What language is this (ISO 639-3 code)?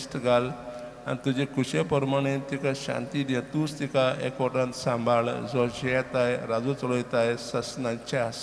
kok